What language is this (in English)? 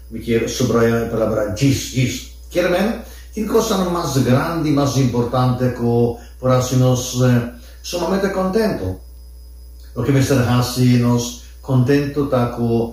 Papiamento